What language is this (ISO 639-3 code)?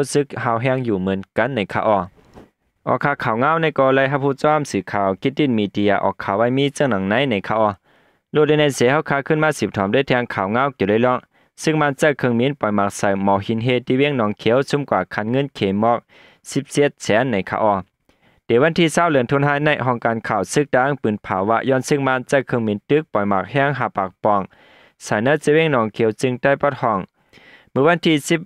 shn